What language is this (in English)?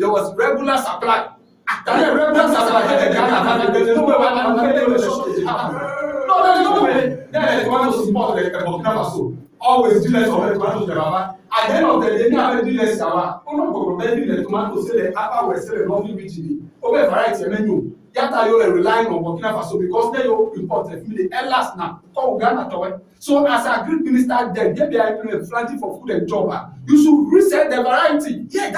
Ewe